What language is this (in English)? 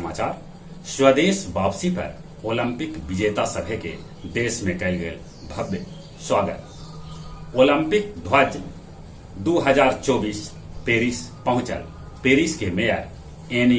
Magahi